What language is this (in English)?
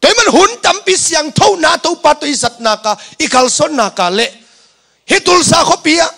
Tedim Chin